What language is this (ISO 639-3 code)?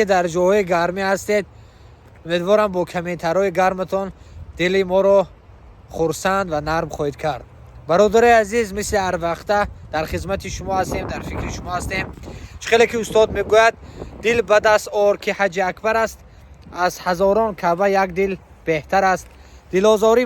tgk